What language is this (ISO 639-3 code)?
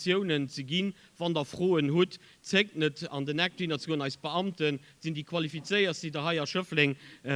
ltz